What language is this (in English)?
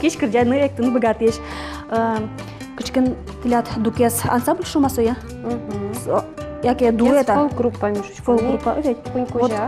Udmurt